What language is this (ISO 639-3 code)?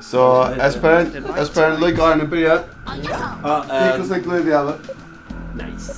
fao